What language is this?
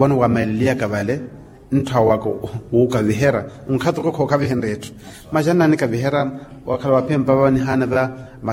Makhuwa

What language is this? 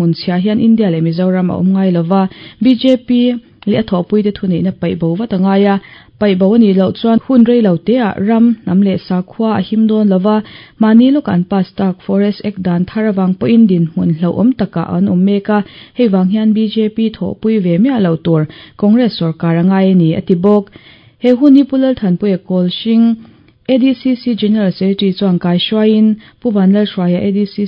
Mizo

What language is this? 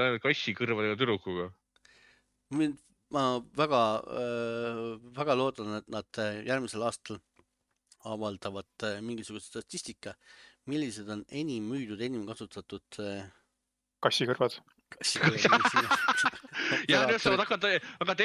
Estonian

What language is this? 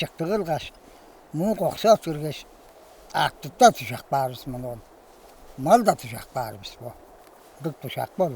Tuvinian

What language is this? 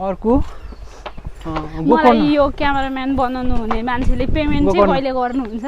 Nepali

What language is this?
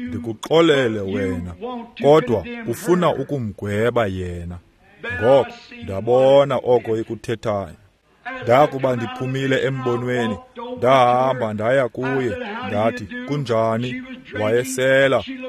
Xhosa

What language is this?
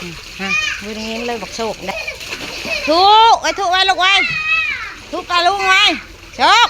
Northeastern Thai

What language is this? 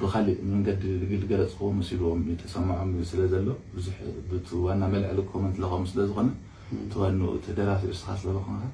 Tigrinya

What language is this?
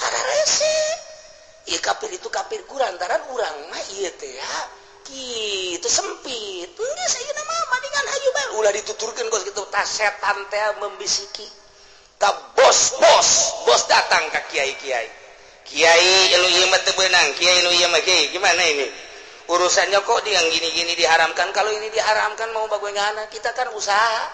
Sundanese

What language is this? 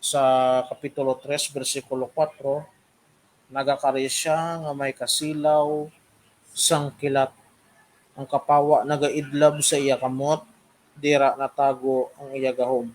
Hiligaynon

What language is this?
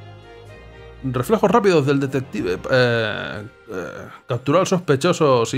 Spanish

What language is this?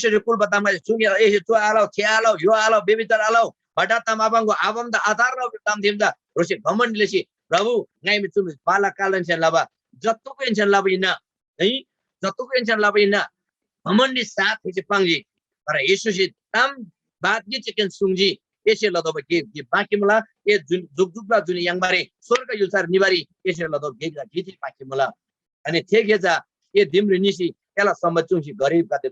Eastern Tamang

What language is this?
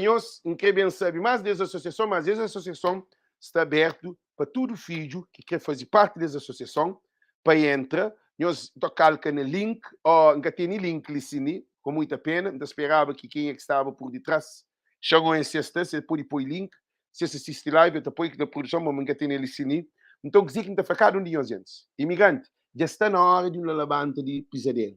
Kabuverdianu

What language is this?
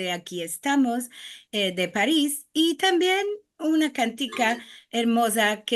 Ladino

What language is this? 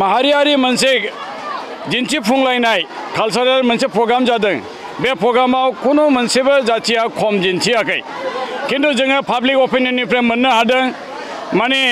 Bodo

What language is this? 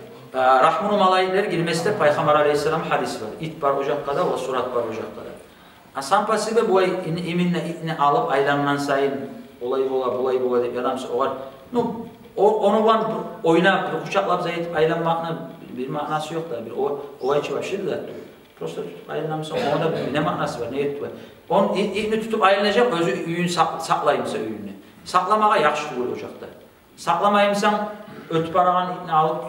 Kumyk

